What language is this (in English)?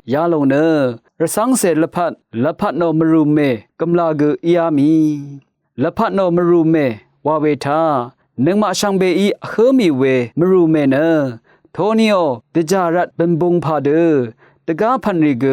Rawang